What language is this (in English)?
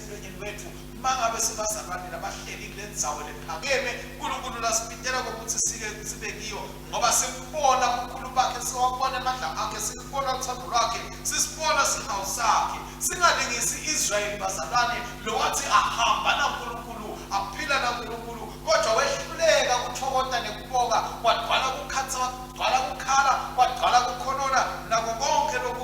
Swati